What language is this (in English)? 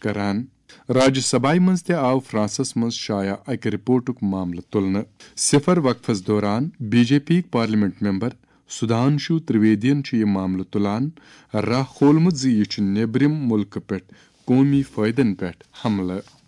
Kashmiri